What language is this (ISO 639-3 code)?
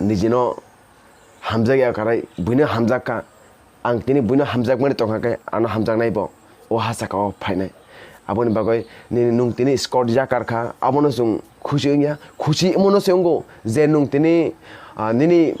trp